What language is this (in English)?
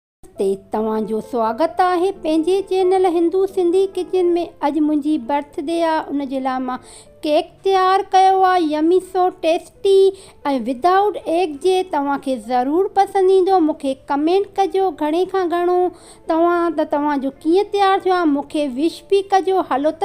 Sindhi